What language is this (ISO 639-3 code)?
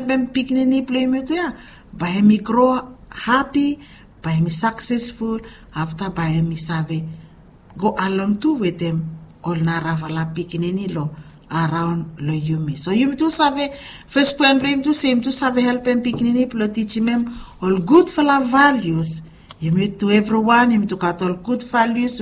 bis